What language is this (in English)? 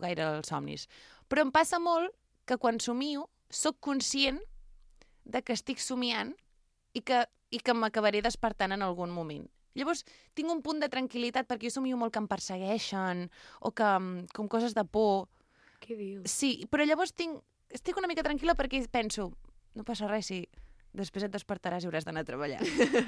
Catalan